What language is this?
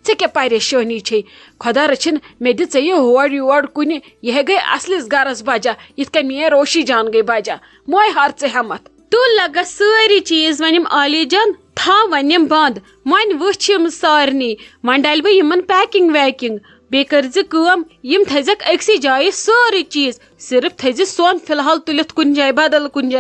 Kashmiri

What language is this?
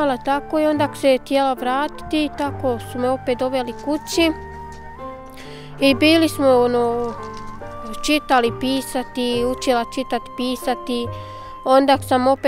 Bosnian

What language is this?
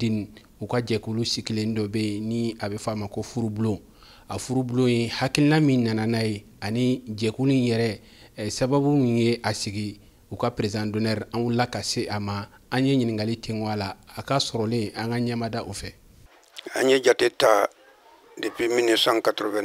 Bambara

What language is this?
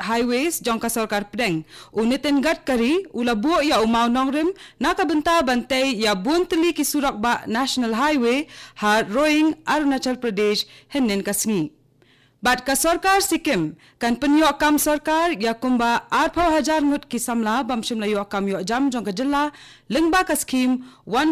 Khasi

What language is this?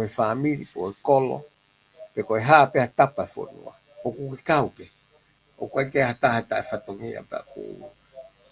Tongan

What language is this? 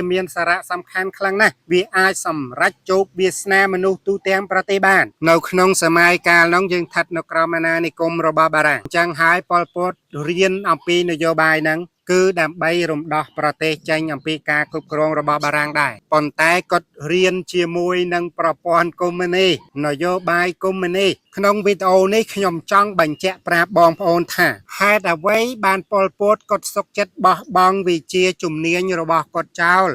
Khmer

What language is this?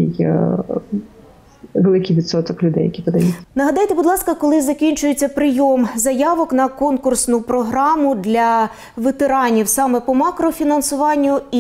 Ukrainian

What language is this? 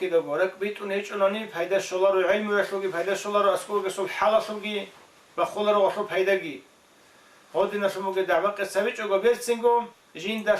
Avaric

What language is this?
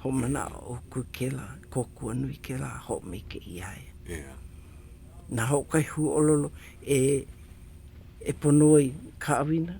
Hawaiian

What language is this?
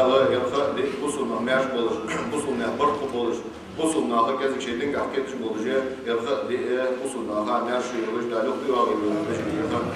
Ingush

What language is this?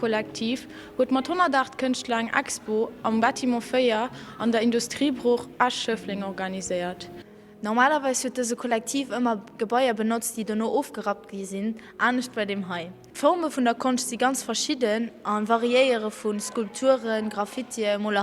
Luxembourgish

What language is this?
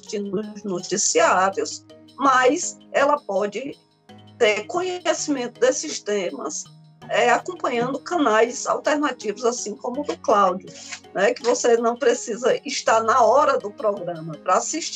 Portuguese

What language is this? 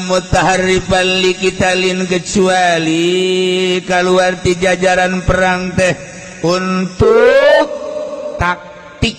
Sundanese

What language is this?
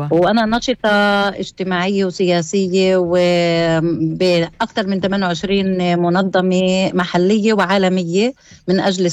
North Levantine Arabic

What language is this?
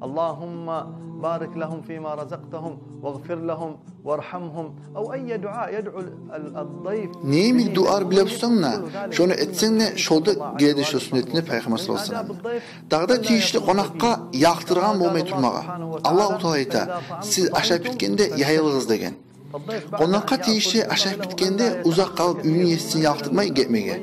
Kumyk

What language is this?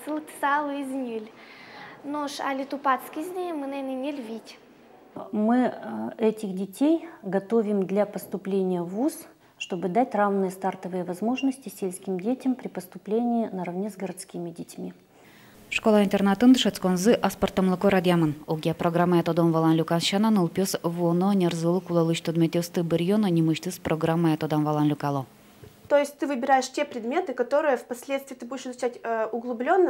Udmurt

